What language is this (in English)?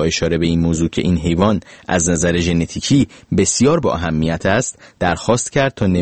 Persian